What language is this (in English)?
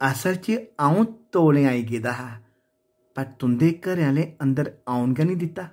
Dogri